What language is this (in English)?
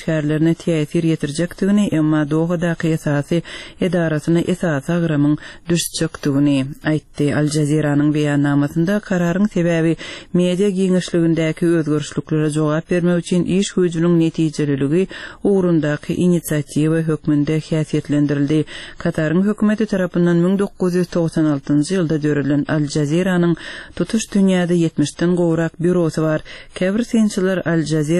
Turkmen